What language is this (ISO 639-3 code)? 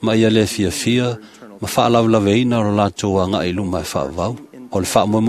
smo